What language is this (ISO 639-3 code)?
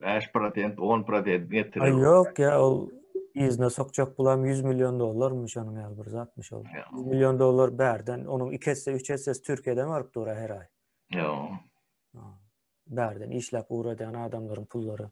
tuk